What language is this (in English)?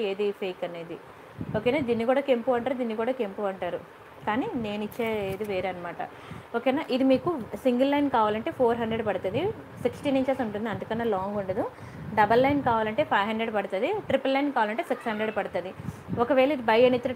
Telugu